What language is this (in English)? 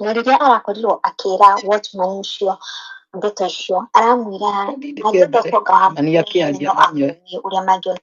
Kikuyu